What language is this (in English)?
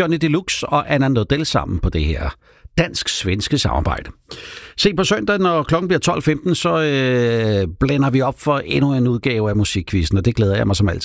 Danish